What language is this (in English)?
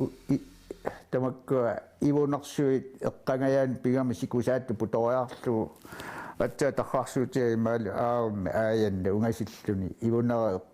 Kalaallisut